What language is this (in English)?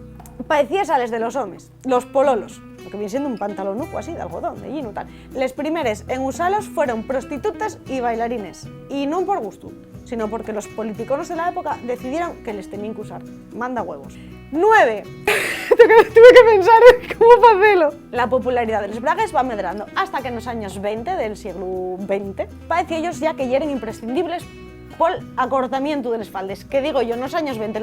Asturian